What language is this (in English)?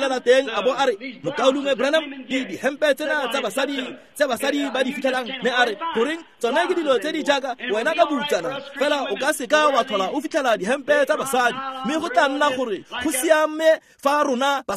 Tswana